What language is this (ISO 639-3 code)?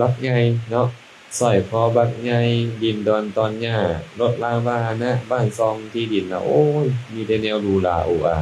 lao